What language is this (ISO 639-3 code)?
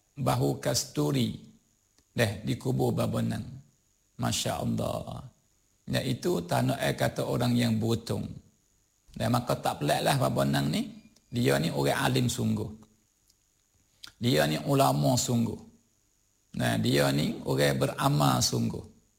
msa